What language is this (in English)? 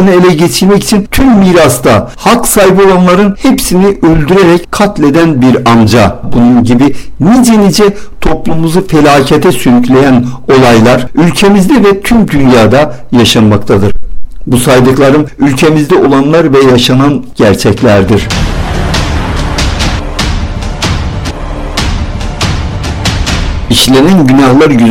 Turkish